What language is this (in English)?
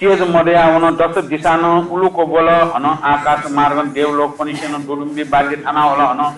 Newari